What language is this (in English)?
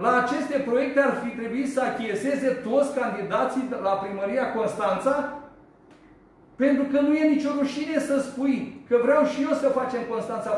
Romanian